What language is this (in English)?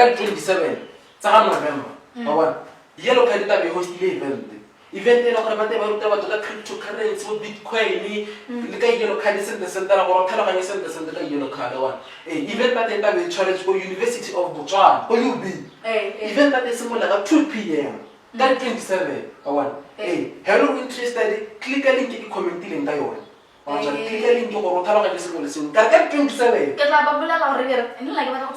Tswana